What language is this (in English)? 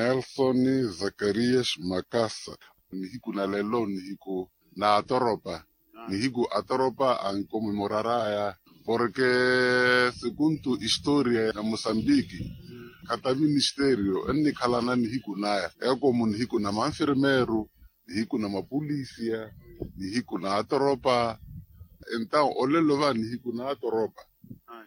Makhuwa